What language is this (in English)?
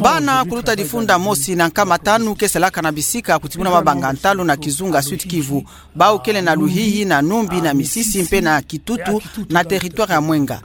Kituba (Democratic Republic of Congo)